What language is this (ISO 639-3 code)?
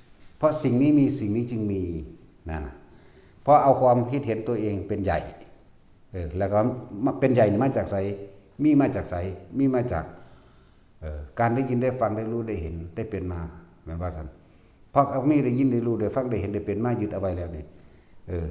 tts